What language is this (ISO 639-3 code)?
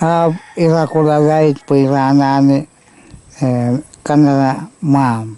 pon